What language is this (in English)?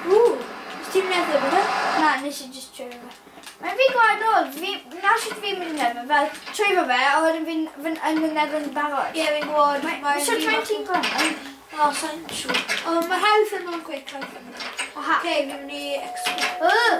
Welsh